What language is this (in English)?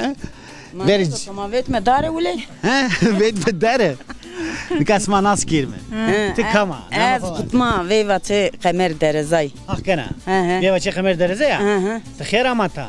Zaza